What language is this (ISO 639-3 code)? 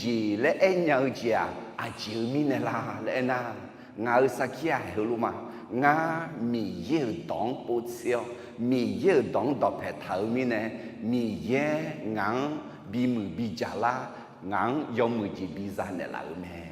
ahk